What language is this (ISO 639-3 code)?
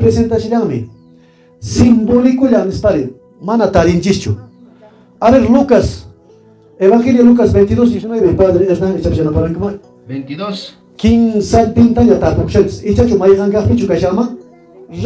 que